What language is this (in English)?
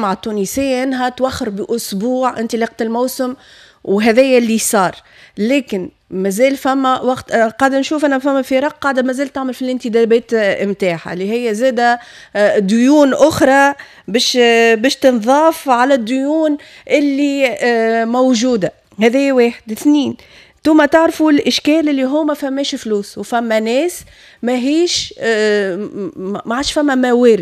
Tunisian Arabic